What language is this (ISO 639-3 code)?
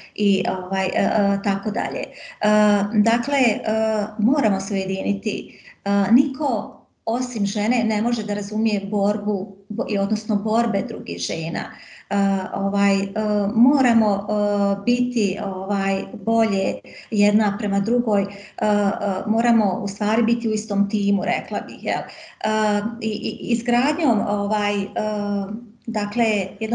bos